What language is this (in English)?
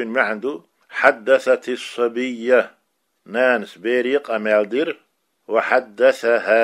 Chechen